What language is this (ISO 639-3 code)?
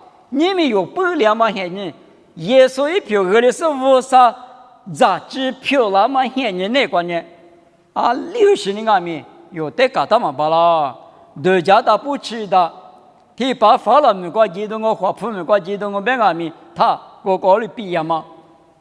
lis